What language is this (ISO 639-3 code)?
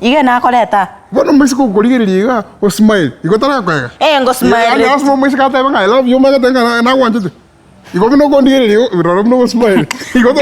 guz